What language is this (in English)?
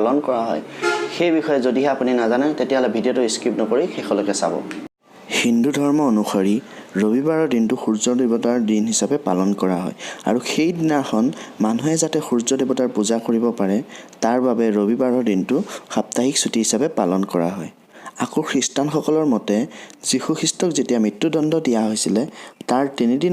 Assamese